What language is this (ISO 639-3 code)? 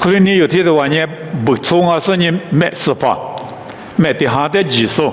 lis